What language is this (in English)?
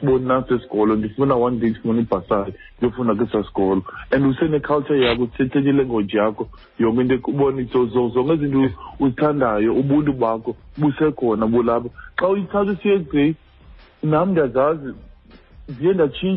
Xhosa